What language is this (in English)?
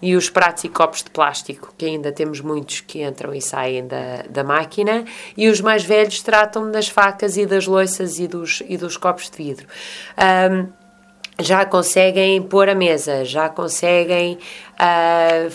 Portuguese